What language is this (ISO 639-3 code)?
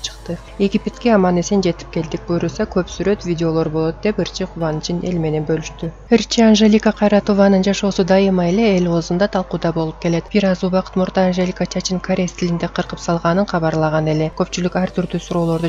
kir